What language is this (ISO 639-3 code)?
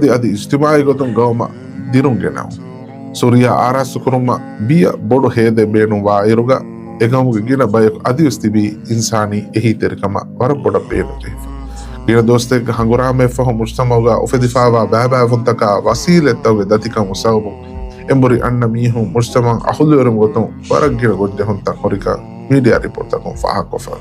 div